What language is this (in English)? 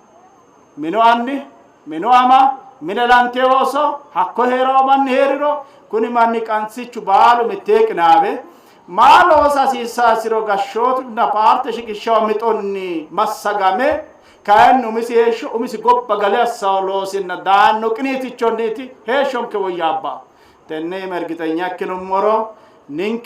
Sidamo